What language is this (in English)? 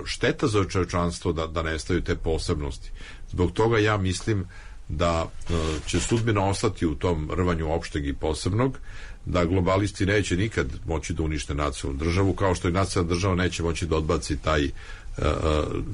Serbian